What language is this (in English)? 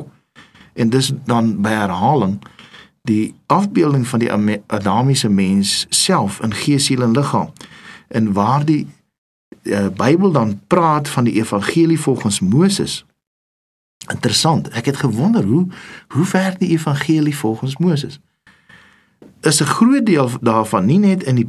Afrikaans